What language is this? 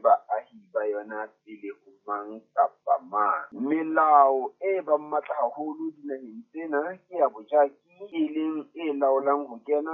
Southern Sotho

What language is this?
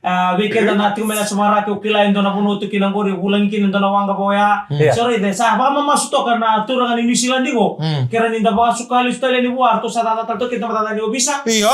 Fijian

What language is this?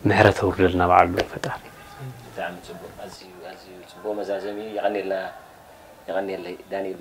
Tigrinya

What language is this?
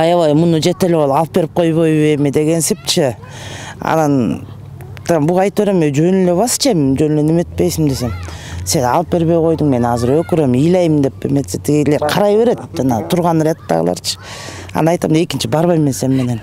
Kyrgyz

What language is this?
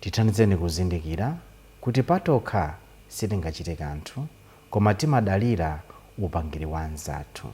Nyanja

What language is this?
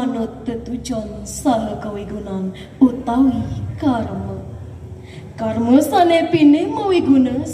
Balinese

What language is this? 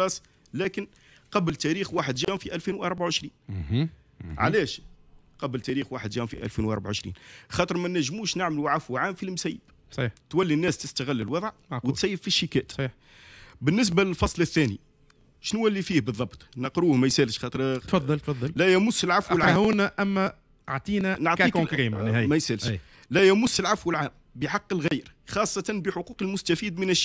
Tunisian Arabic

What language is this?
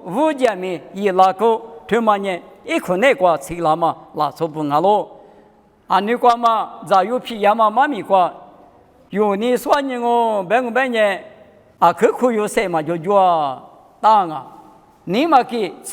Lisu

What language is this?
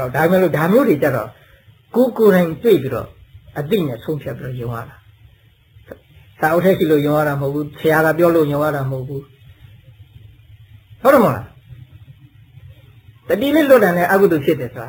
Burmese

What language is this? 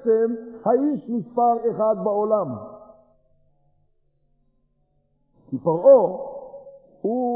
Hebrew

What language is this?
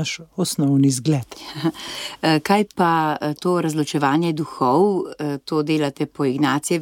Slovenian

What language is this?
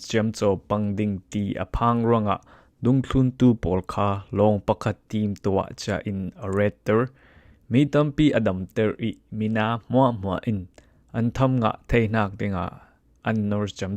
Falam Chin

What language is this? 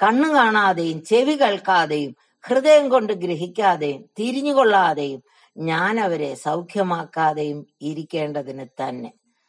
Malayalam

